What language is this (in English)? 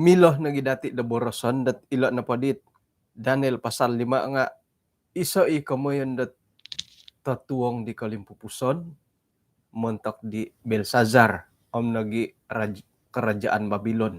Central Dusun